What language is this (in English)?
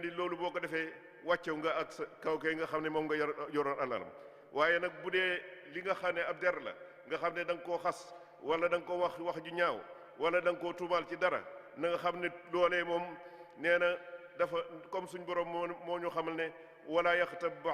Wolof